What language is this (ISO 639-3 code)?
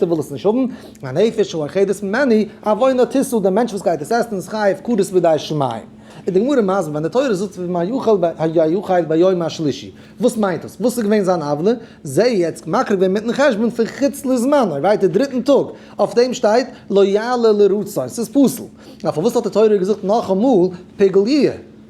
yid